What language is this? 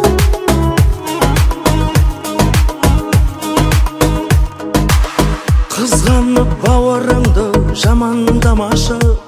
Kazakh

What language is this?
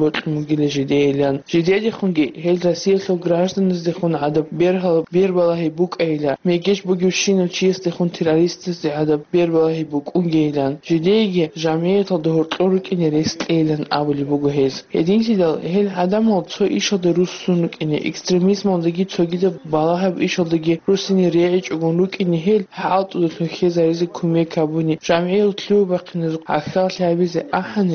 Avaric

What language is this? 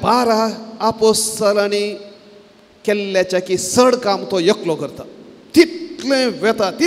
Konkani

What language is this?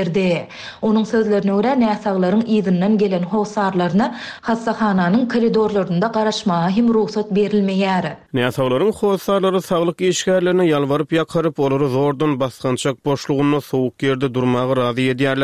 Turkmen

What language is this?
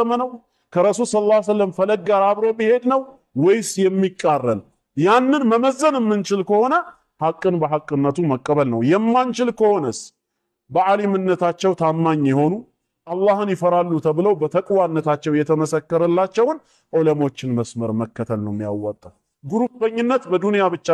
Amharic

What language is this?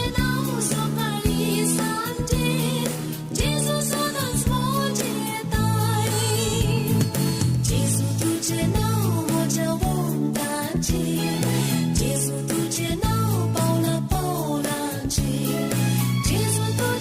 Konkani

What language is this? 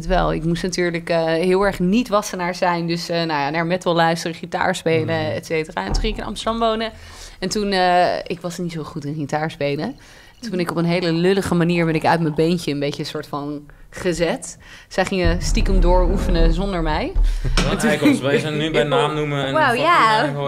Dutch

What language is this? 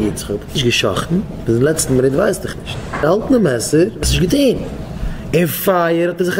Yiddish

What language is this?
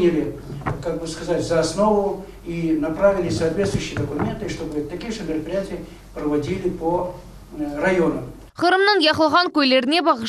Crimean Tatar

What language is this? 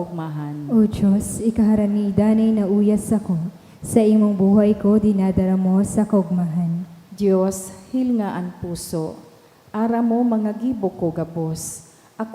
Bikol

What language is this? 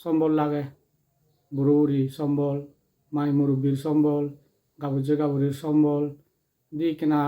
Chakma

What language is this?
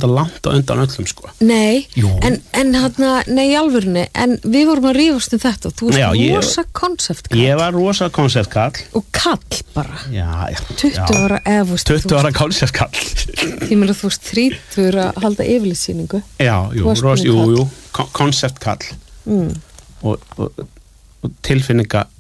Icelandic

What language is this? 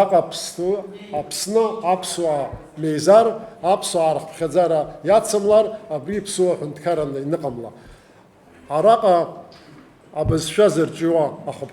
Abkhazian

